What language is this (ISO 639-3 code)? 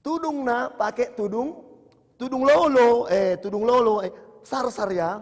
btx